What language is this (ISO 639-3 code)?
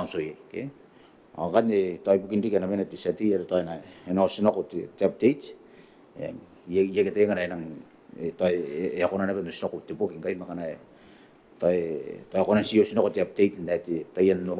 gil